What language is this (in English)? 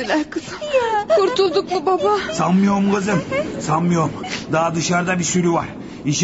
Turkish